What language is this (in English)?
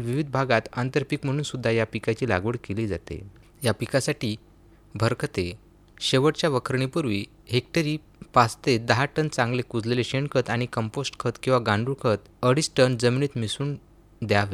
Marathi